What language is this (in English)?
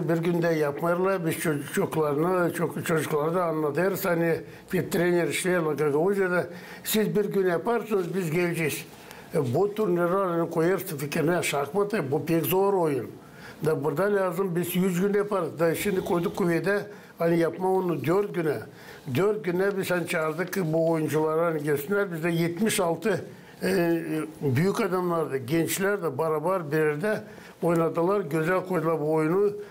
Gagauz